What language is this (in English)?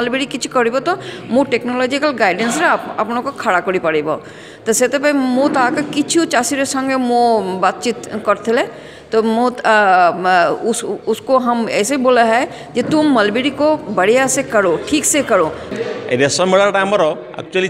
Odia